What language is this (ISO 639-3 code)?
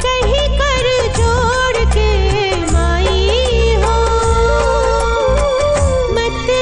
bho